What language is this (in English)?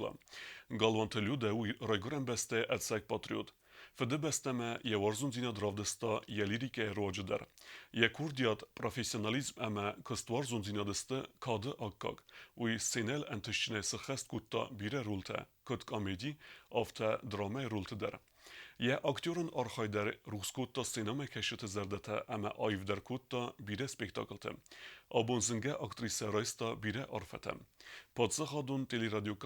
Ossetic